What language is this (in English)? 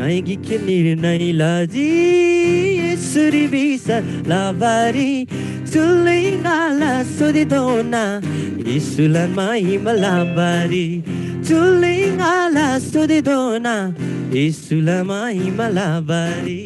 Eastern Tamang